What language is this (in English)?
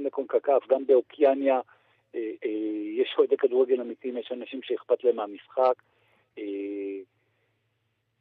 Hebrew